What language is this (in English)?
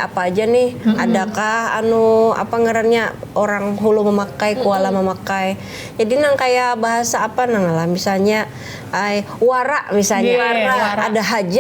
Banjar